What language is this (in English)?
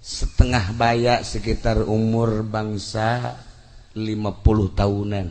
Sundanese